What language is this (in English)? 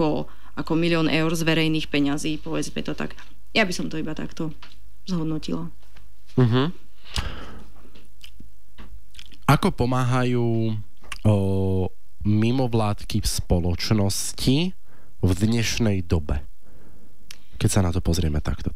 Slovak